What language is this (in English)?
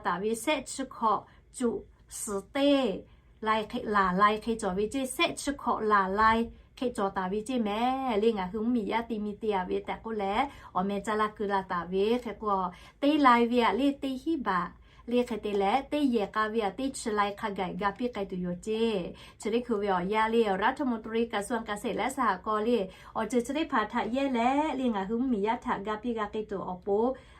Lahu